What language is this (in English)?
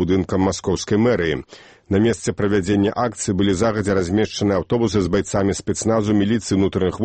Belarusian